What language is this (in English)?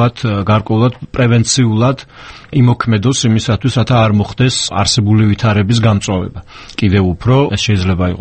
Georgian